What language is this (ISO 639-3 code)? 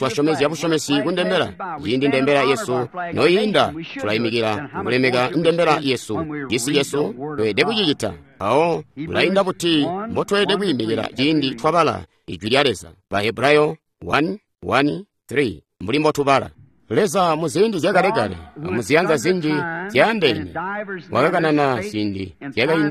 toi